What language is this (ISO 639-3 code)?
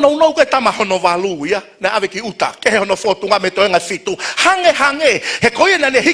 ton